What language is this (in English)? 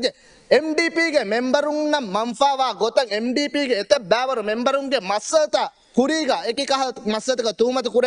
Divehi